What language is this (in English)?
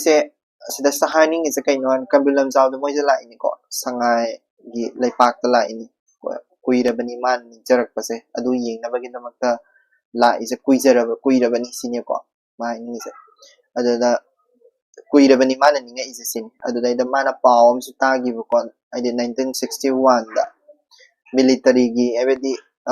Manipuri